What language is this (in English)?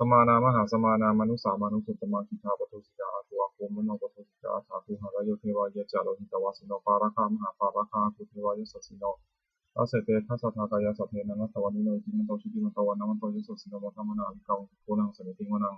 Pali